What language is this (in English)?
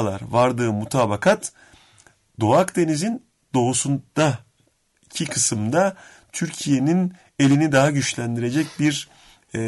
Turkish